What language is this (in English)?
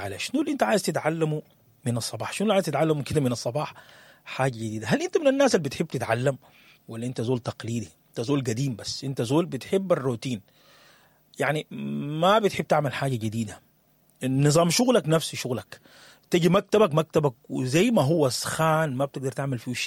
Sudanese Arabic